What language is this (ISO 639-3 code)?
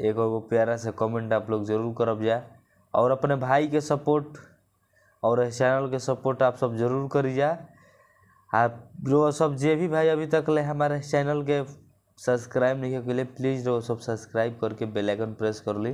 bho